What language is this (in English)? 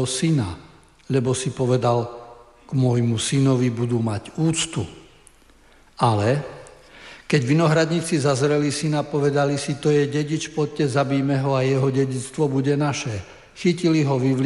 Slovak